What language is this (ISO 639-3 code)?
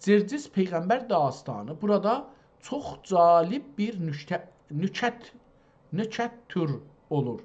azb